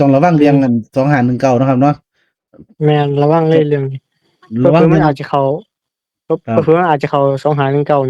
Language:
Northeastern Thai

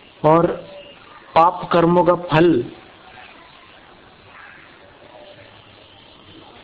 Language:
Hindi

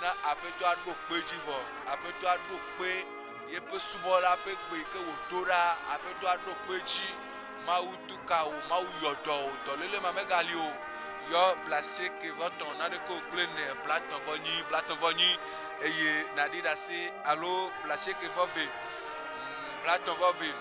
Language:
Ewe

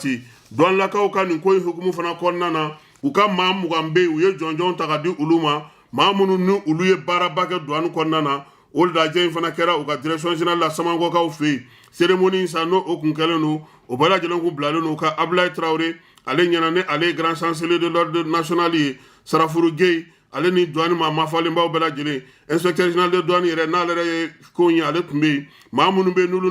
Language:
Bambara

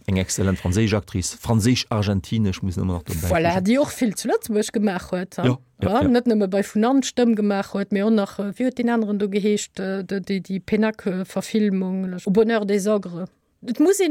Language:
Luxembourgish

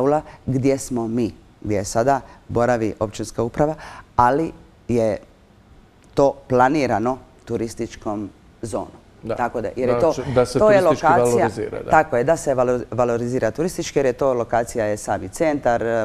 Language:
Croatian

